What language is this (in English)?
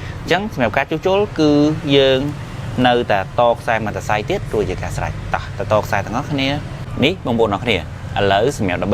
Khmer